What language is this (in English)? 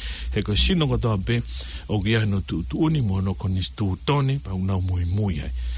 Tongan